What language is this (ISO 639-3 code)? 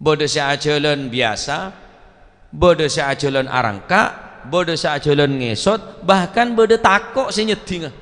mad